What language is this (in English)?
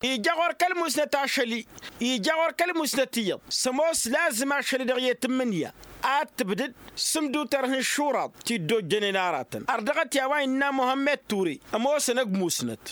Tamasheq